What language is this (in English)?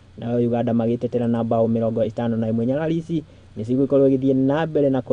Kikuyu